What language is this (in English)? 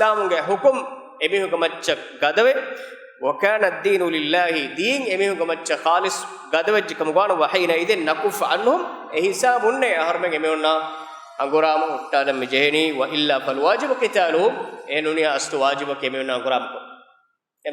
Divehi